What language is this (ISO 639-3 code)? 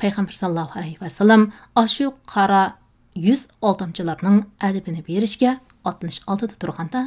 uig